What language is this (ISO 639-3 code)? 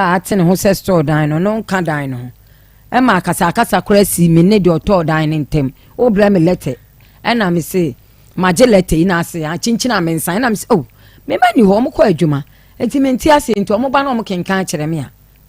aka